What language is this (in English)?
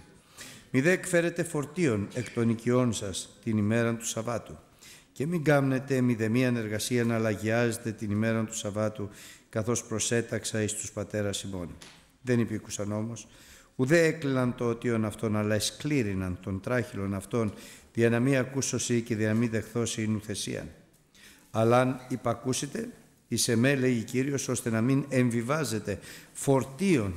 Greek